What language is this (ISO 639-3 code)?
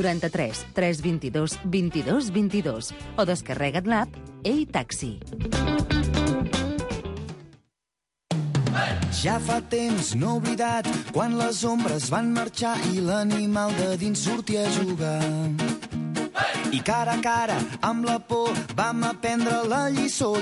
cat